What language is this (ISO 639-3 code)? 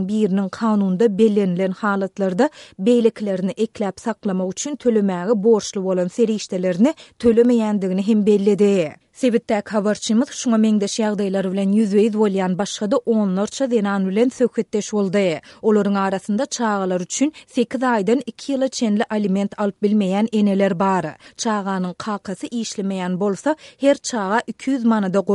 tuk